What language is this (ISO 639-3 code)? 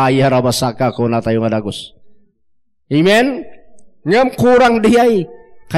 ilo